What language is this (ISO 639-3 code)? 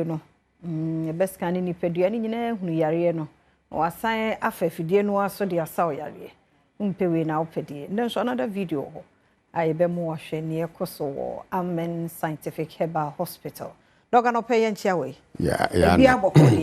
aka